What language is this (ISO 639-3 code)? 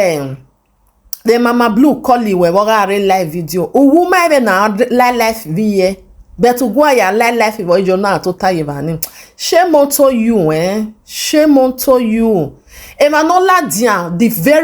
pcm